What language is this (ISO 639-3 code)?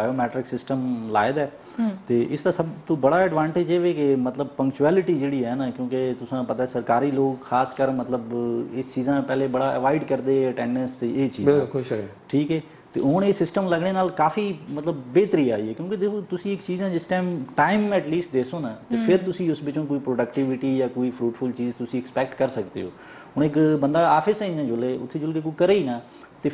pan